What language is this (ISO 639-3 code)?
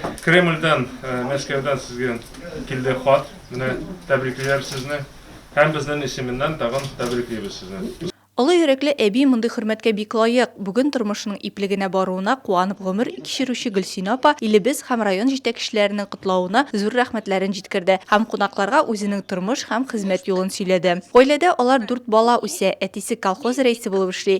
tat